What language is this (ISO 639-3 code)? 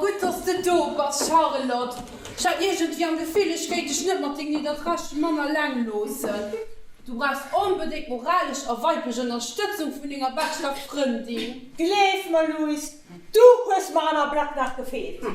ltz